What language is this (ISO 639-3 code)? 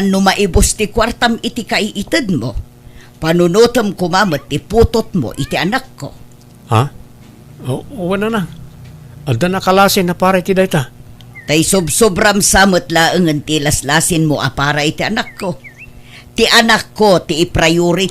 ilo